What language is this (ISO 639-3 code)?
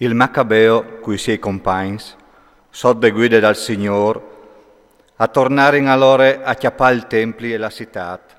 fur